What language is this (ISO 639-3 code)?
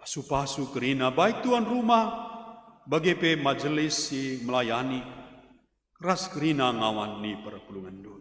btx